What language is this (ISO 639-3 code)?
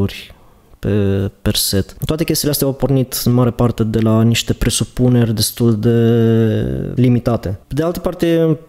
ron